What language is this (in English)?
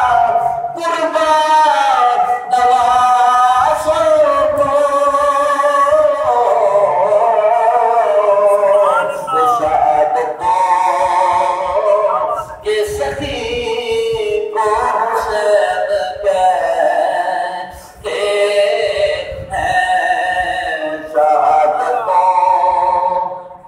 Urdu